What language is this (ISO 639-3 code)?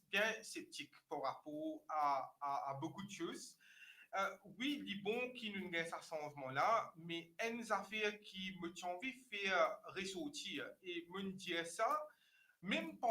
mfe